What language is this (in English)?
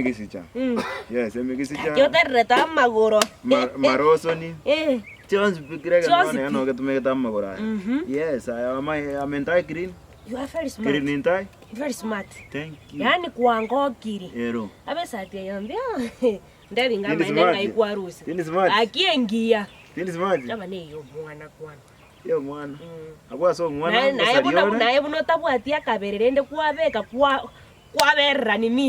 Gusii